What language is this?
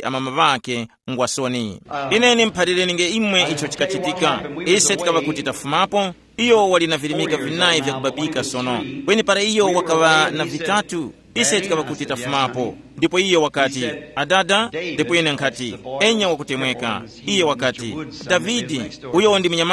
Tumbuka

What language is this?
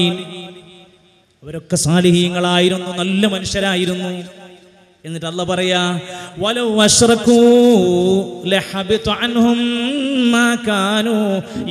Malayalam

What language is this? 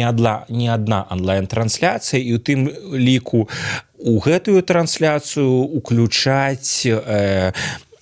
Belarusian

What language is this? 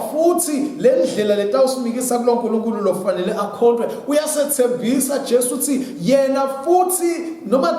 Swati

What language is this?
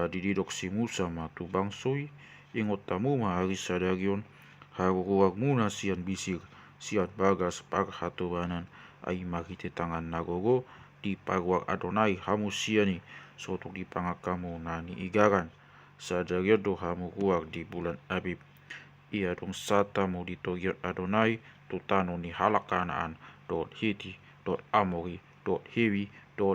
Batak Toba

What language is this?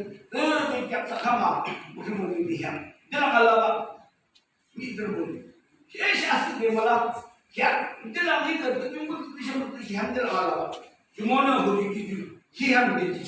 Yimchungru Naga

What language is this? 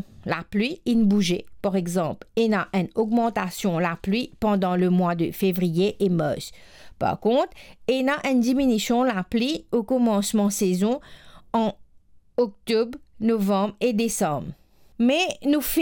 Morisyen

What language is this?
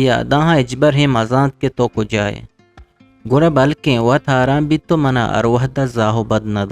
Eastern Balochi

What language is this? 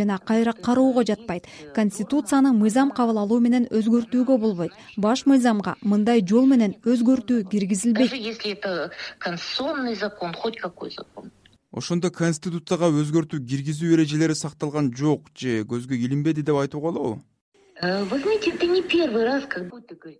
Kyrgyz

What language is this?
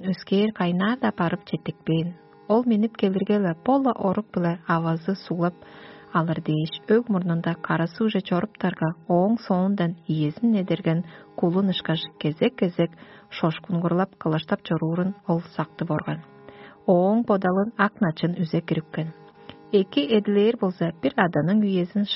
Tuvinian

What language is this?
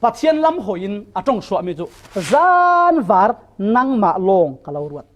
Falam Chin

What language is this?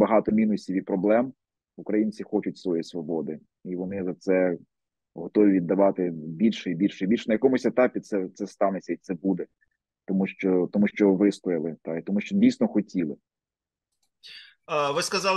Ukrainian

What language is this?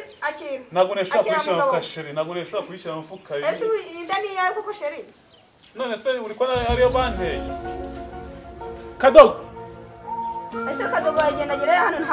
Kinyarwanda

